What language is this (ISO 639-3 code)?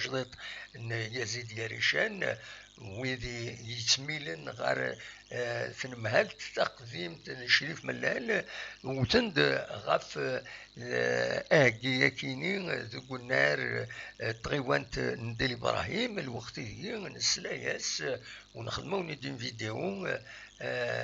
kab